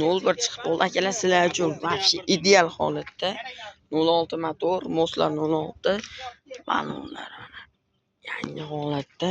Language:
Uzbek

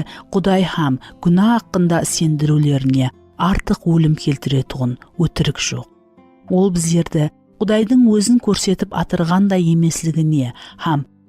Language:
Kara-Kalpak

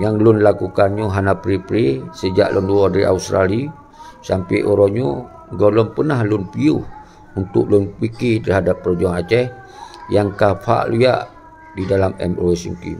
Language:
Achinese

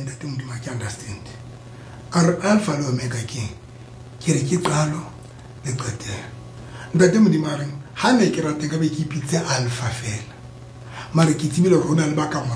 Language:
Southern Sotho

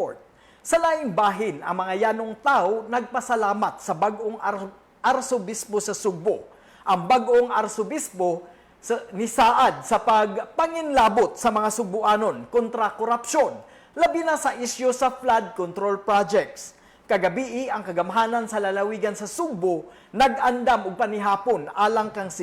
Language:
Cebuano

